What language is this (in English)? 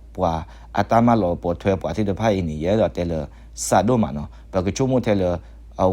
S'gaw Karen